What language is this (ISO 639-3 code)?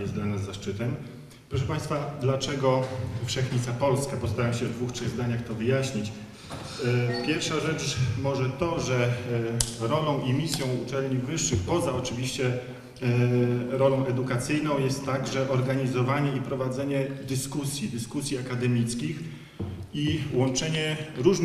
pol